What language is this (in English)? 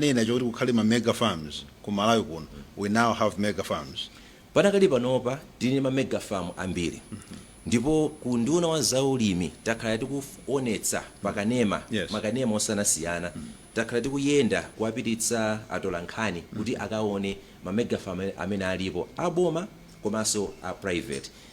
Nyanja